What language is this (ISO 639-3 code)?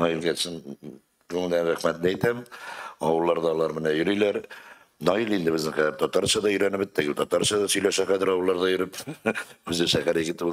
tat